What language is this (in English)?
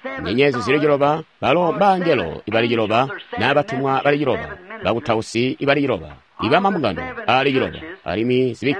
Tonga (Zambia)